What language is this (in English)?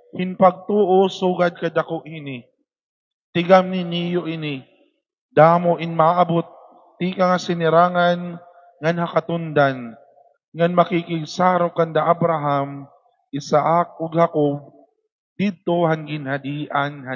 Waray